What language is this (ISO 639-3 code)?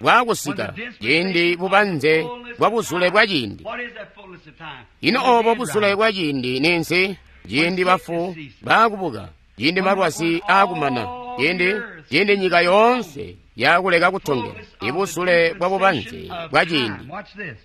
toi